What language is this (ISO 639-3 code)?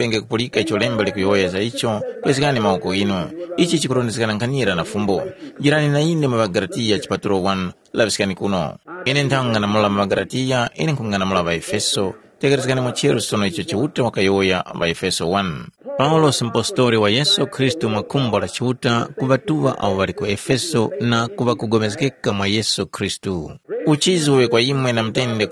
tum